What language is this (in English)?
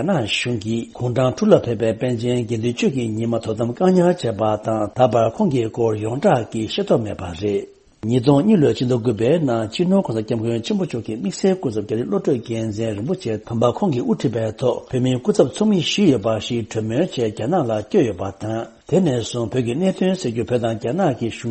Tibetan